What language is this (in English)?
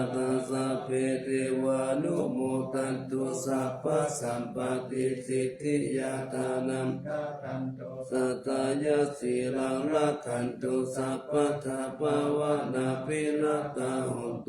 Pali